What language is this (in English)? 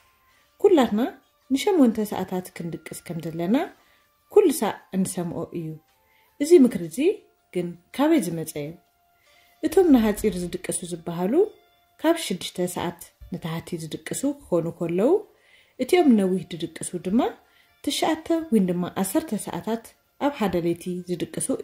Tigrinya